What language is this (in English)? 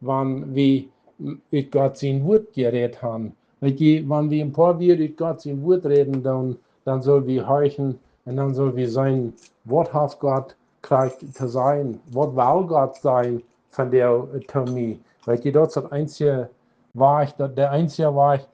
Plautdietsch